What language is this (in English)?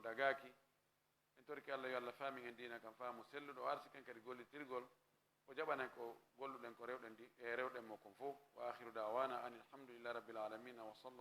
Fula